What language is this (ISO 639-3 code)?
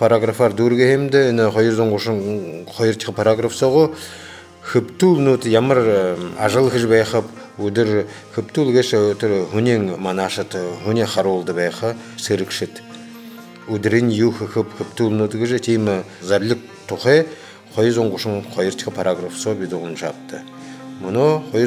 bua